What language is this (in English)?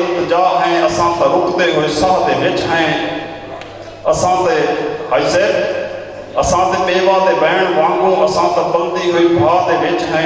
Saraiki